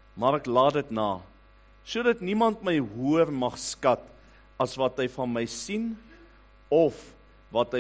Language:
Afrikaans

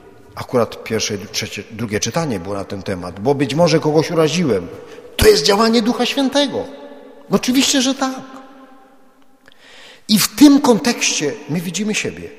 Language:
Polish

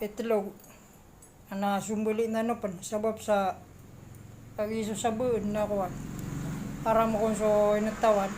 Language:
Maranao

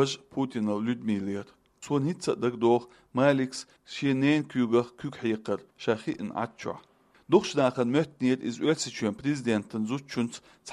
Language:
Chechen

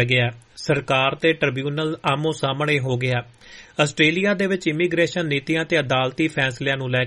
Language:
Punjabi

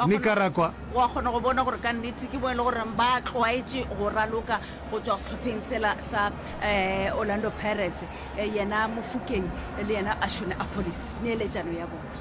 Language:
Northern Sotho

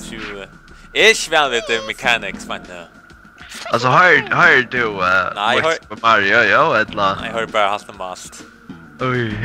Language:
Faroese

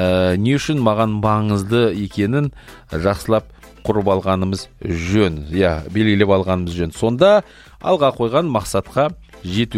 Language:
Kazakh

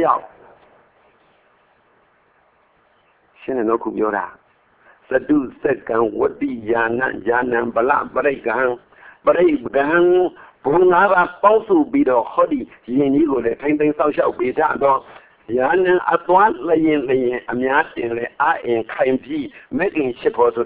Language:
Burmese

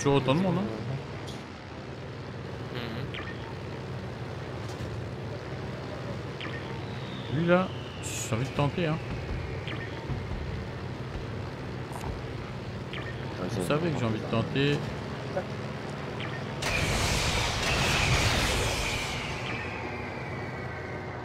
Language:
French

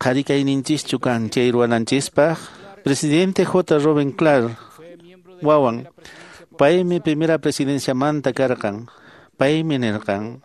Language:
Quechua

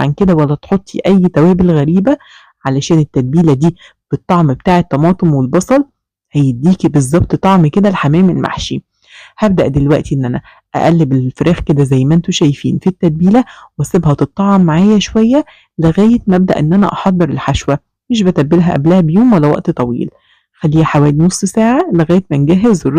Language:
Egyptian Arabic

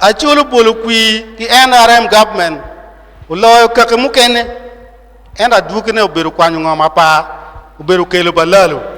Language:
Acoli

